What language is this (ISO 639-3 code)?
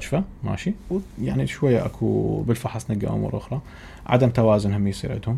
acm